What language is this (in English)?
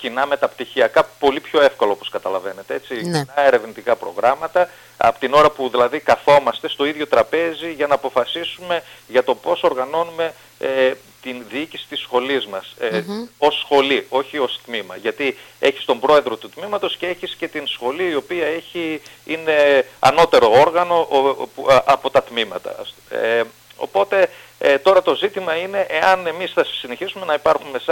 Greek